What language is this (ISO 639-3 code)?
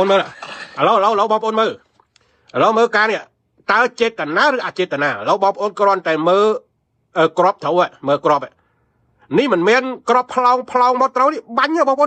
khm